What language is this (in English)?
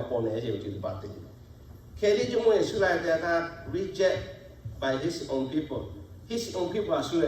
Lahu